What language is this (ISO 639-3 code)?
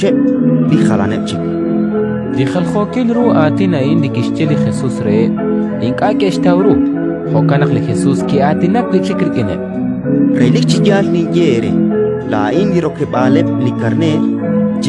kek